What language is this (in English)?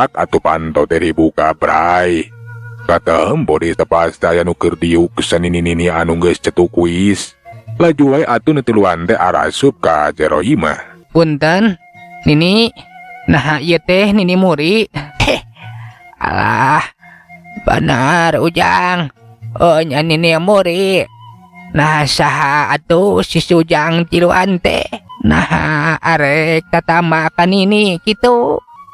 Sundanese